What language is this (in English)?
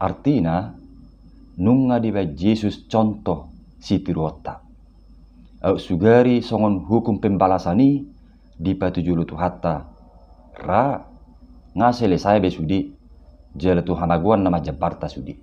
Batak Toba